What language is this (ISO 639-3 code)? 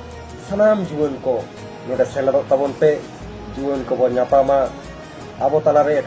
sat